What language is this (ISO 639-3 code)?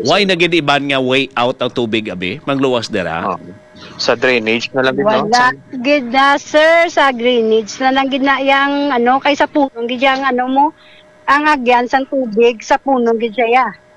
hil